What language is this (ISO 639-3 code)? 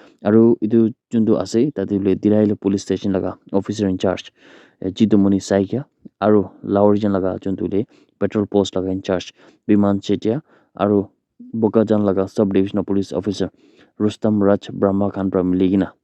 nag